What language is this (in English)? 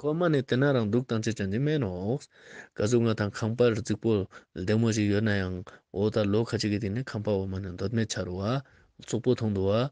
Ladakhi